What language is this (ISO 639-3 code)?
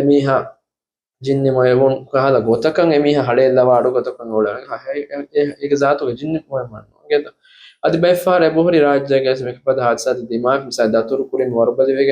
div